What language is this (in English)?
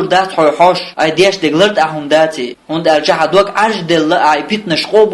Chechen